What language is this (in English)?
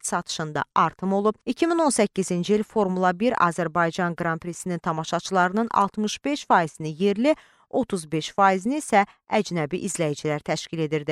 Azerbaijani